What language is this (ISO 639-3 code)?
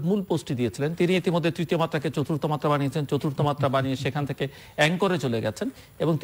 ben